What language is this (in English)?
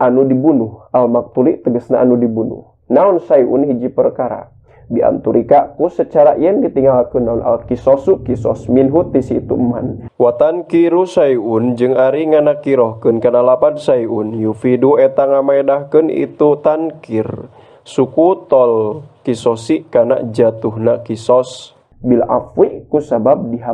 Sundanese